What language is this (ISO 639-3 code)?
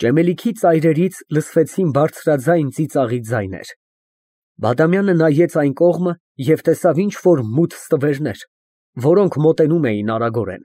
hye